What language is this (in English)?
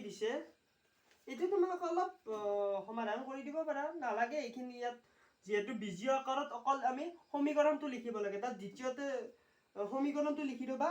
Assamese